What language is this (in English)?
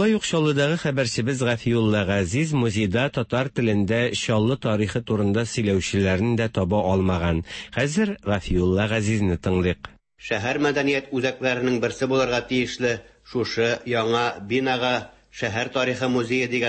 Tatar